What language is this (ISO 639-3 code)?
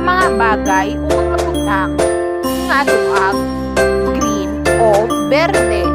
hil